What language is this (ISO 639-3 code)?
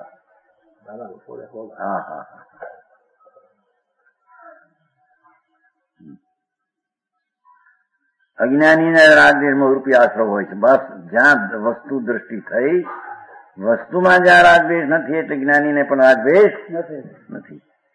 guj